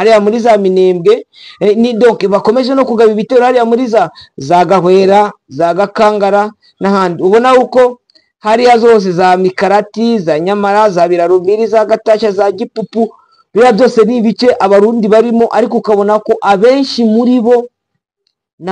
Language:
Kinyarwanda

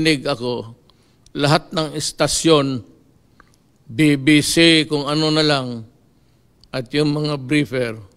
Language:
Filipino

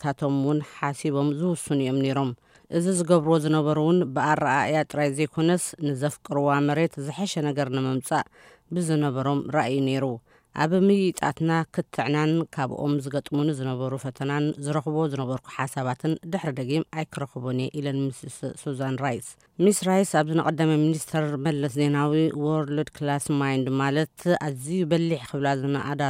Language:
Tigrinya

